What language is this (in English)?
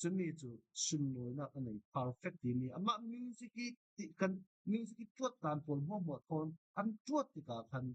Falam Chin